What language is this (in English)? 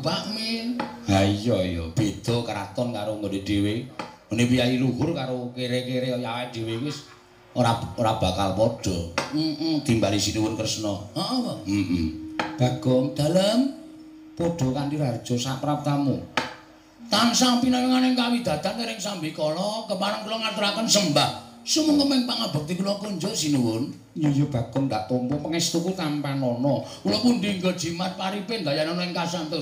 Javanese